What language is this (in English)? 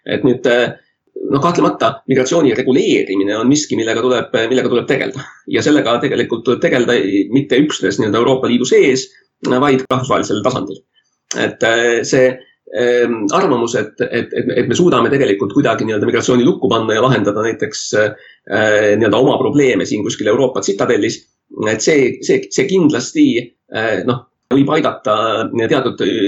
Estonian